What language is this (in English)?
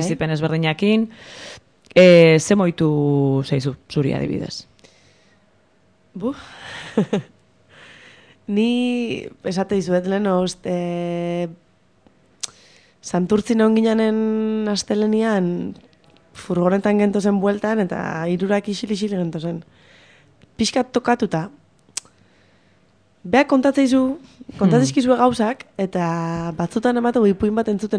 Basque